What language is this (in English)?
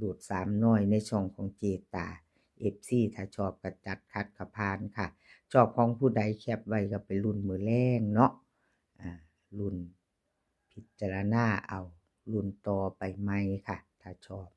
Northeastern Thai